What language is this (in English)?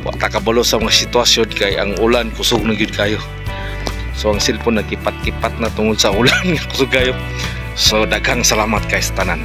Cebuano